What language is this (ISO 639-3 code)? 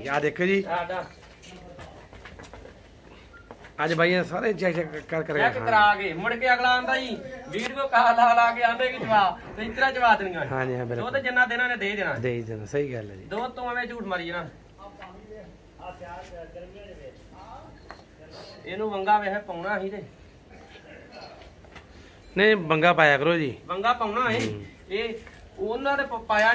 pan